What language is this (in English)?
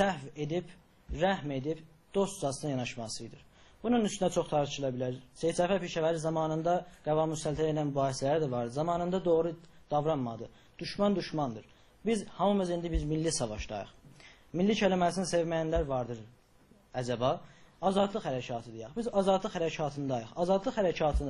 South Azerbaijani